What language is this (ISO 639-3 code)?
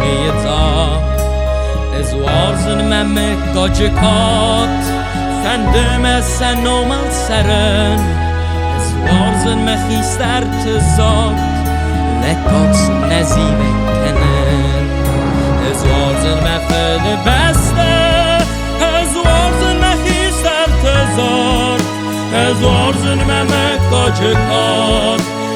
oss